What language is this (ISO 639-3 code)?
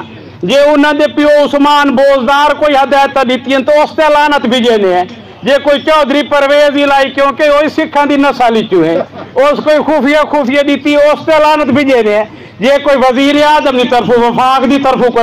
skr